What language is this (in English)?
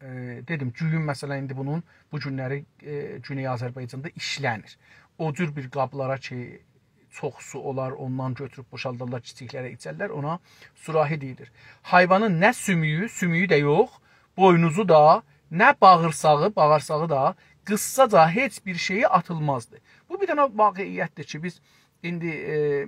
South Azerbaijani